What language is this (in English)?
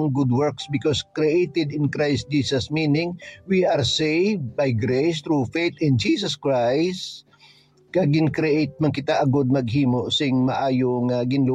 Hiligaynon